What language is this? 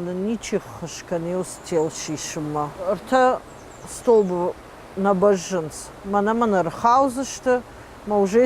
Ossetic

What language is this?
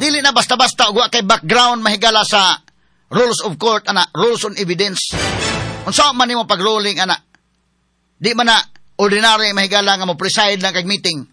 Cebuano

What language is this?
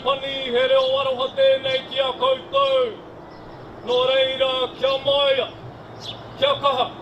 Māori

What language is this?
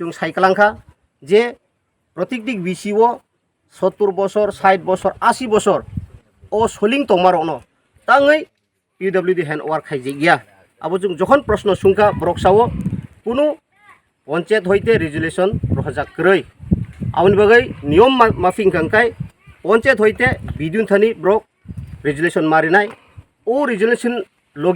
Kok Borok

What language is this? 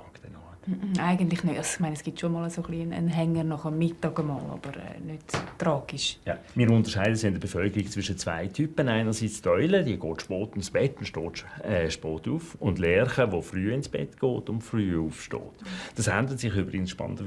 Swiss German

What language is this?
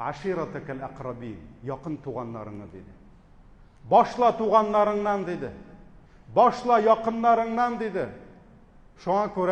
Tatar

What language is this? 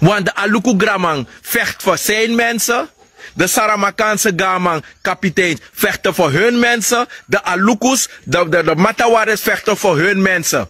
Sranan Tongo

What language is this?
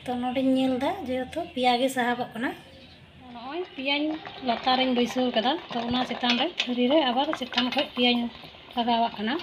Santali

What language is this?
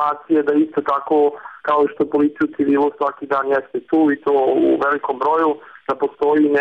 Bosnian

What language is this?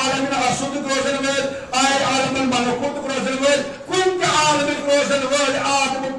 Kashmiri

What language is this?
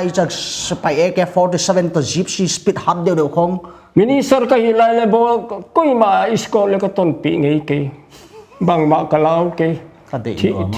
Paite Chin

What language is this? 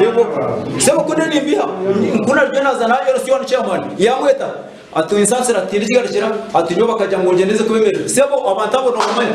Nyankole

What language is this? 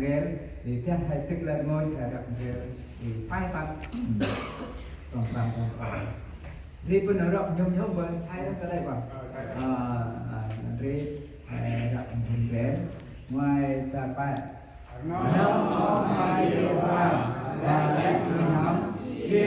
Central Mnong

